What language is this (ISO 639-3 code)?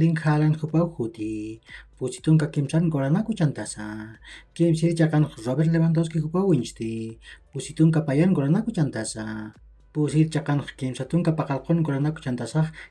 aym